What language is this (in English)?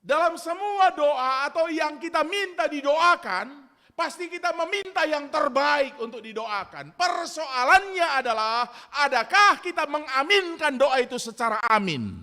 Batak Karo